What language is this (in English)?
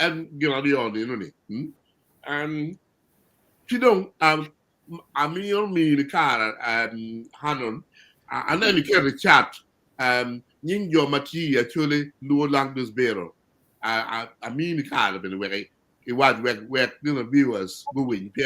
Acoli